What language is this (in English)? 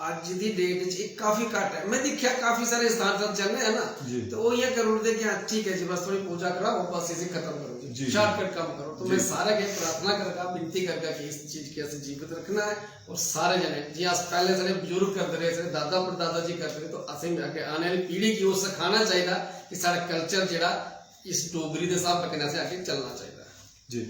Dogri